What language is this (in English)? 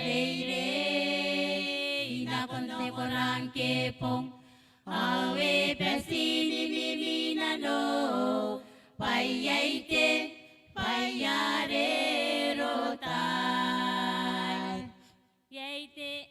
Gilbertese